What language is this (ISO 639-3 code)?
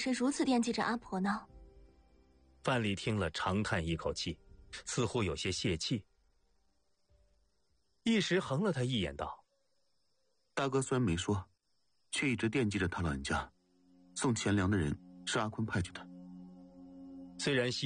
zho